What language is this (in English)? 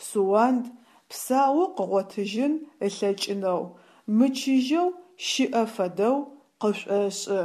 Adyghe